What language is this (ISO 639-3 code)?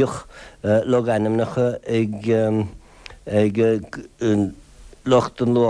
gle